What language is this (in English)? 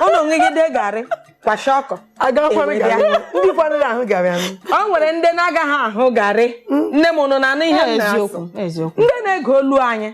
Igbo